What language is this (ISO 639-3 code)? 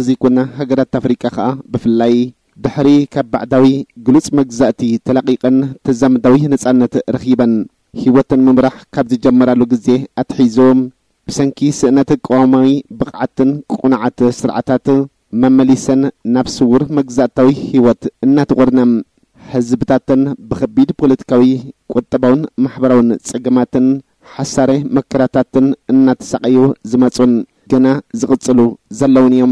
tir